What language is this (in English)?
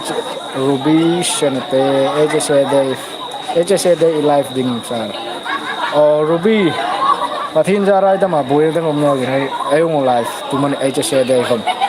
Hmar